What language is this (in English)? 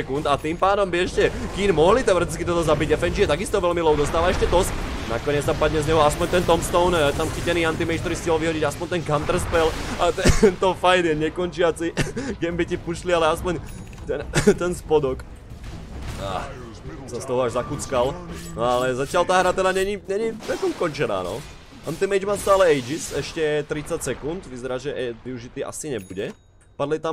Slovak